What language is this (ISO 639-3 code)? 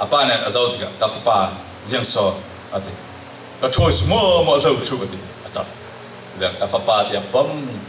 cfm